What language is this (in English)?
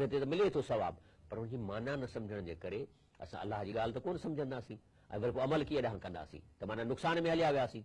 Sindhi